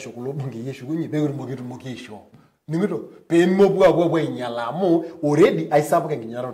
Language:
Masai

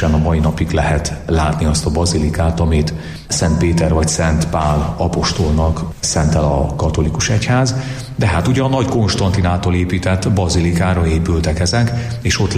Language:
Hungarian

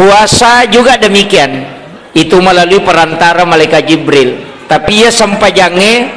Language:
Buginese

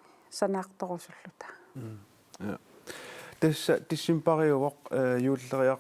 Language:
Kalaallisut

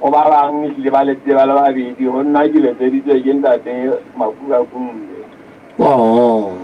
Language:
Southern Sotho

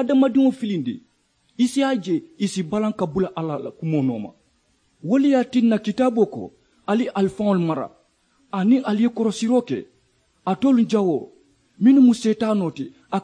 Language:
Mandingo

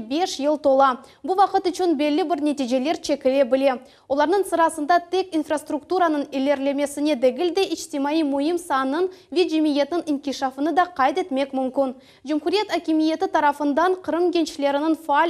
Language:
Crimean Tatar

